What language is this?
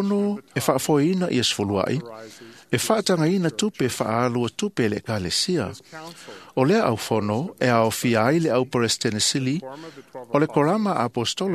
Samoan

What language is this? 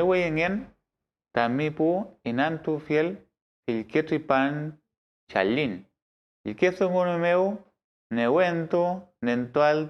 Mapuche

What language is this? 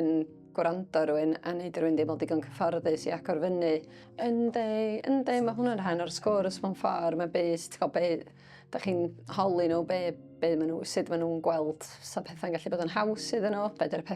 Welsh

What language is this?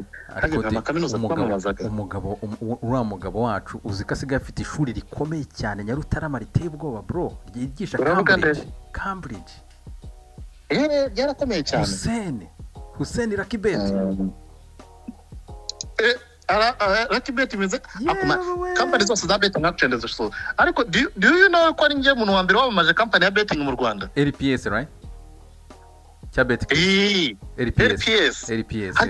Kinyarwanda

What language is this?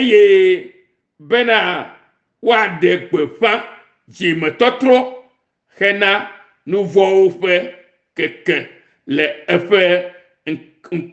Ewe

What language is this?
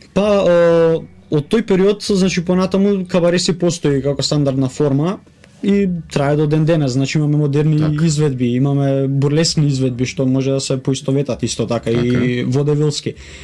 Macedonian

